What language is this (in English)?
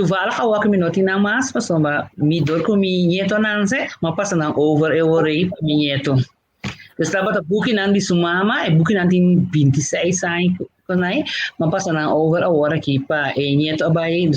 Papiamento